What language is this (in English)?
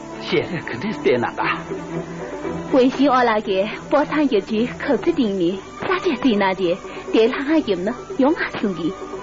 Tibetan